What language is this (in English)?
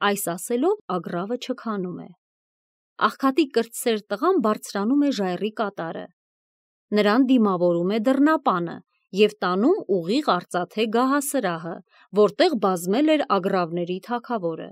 Armenian